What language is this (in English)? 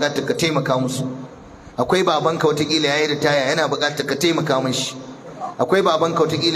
Hausa